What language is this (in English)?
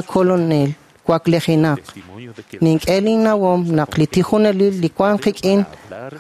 Kekchí